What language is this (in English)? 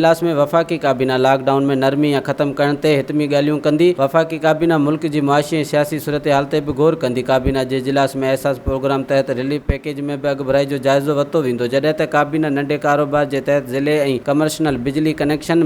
Sindhi